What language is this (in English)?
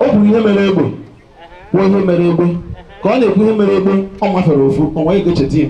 Igbo